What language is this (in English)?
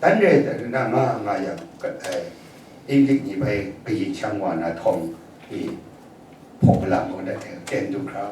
Kachin